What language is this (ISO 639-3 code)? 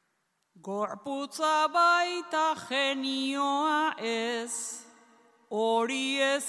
eus